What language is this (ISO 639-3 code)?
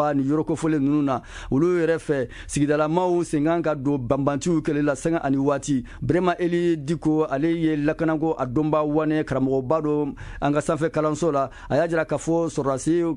bam